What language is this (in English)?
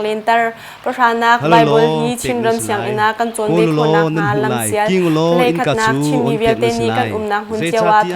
Hakha Chin